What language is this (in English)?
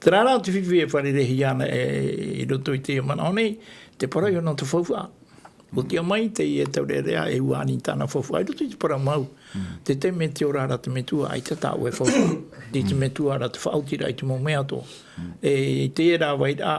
Tahitian